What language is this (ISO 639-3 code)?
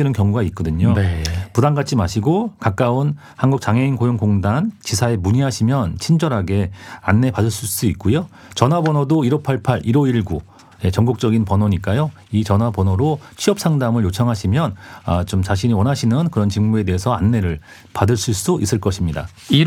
kor